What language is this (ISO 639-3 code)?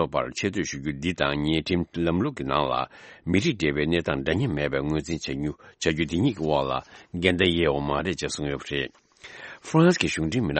bod